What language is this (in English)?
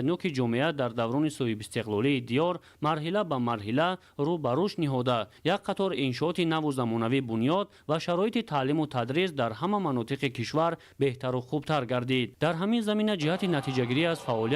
Tajik